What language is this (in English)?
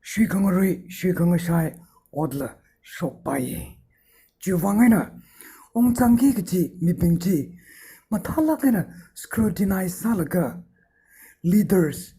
Tangkhul Naga (India)